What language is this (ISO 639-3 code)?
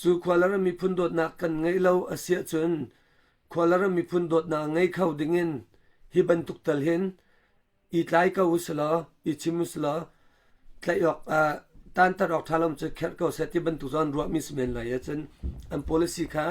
cnh